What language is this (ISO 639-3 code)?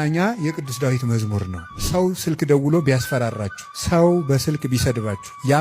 amh